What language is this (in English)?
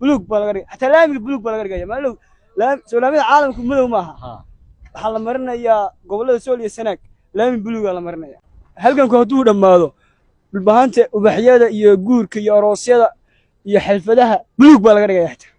Somali